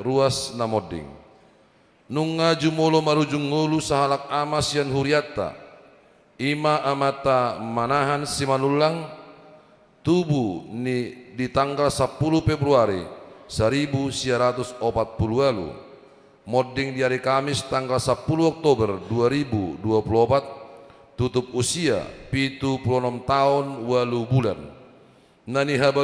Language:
Batak Toba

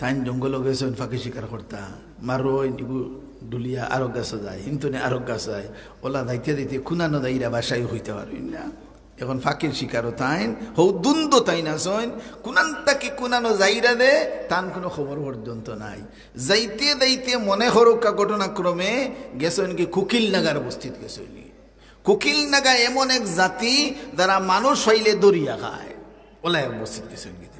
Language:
Sylheti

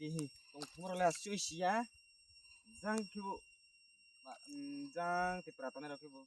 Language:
Riang (India)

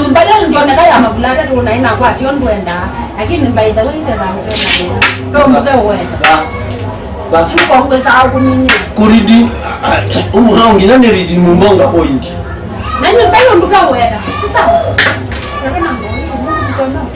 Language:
Kamba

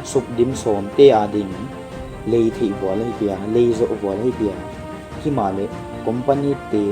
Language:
Paite Chin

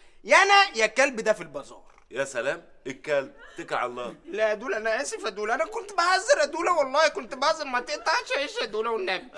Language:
Egyptian Arabic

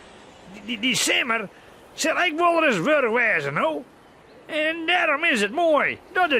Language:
Western Frisian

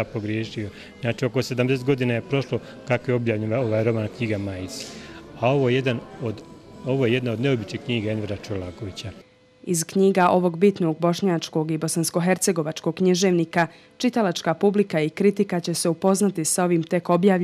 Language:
Bosnian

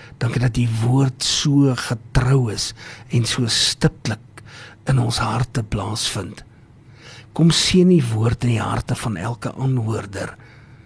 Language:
Afrikaans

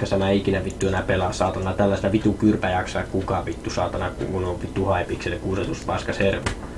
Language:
Finnish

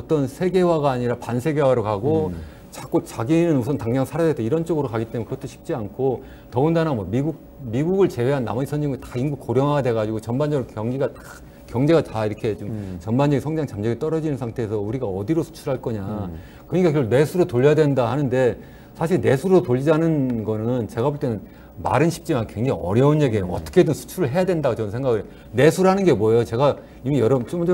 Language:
Korean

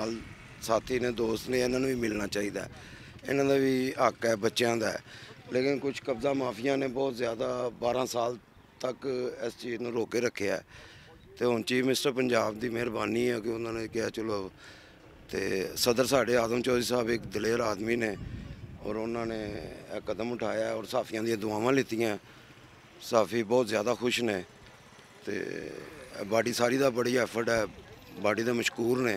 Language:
Western Panjabi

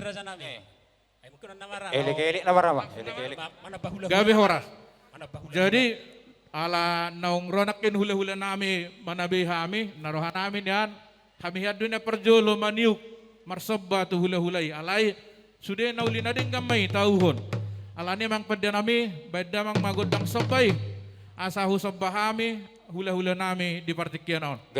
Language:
Batak Toba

